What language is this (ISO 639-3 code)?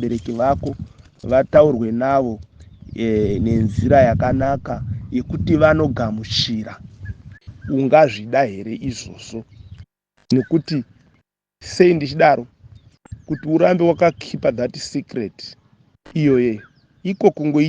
sna